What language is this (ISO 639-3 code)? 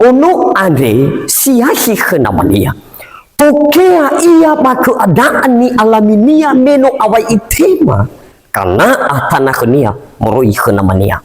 nia